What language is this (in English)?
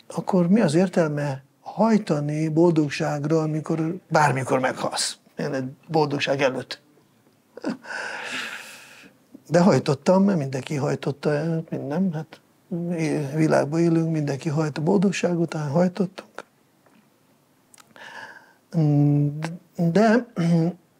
Hungarian